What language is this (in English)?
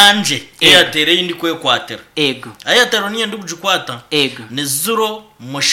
Nyankole